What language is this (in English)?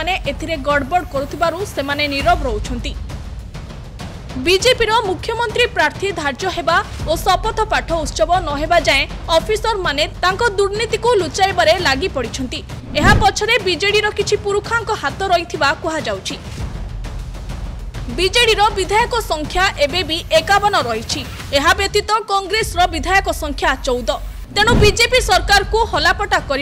Odia